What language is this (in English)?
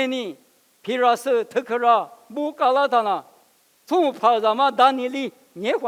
Lisu